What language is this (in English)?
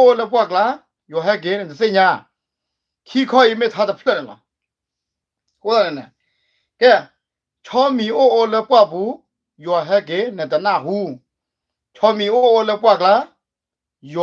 S'gaw Karen